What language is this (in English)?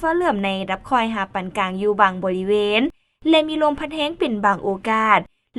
Lao